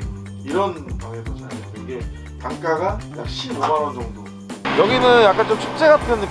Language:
Korean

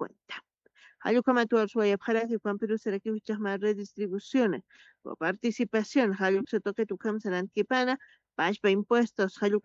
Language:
Aymara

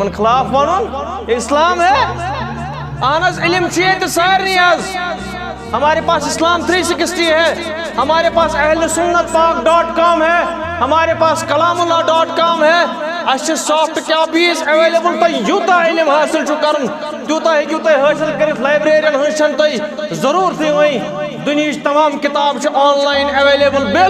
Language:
Kashmiri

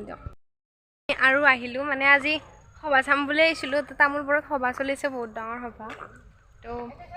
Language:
Assamese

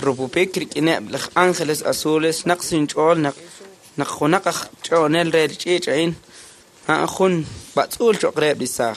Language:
Kekchí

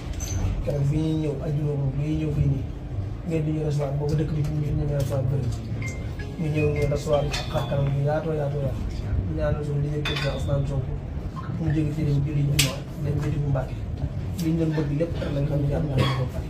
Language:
Wolof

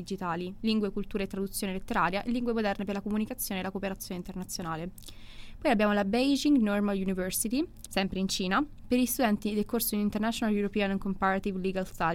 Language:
Italian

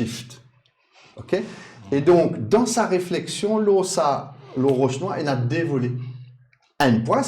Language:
Morisyen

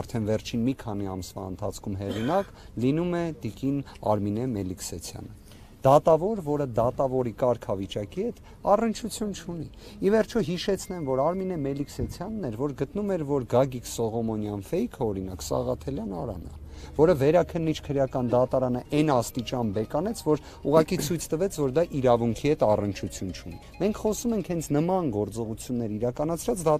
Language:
Armenian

